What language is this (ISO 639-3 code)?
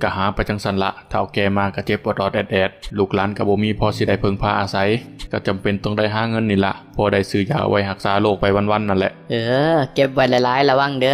lao